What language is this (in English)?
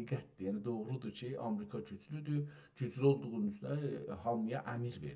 South Azerbaijani